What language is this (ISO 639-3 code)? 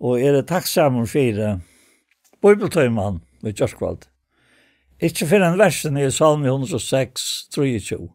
fao